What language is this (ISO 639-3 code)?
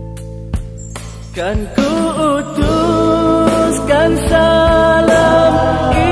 msa